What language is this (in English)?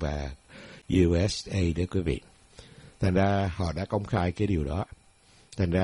Vietnamese